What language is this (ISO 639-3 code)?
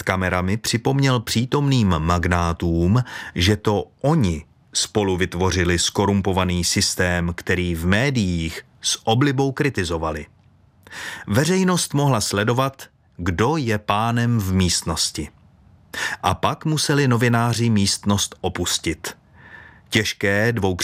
ces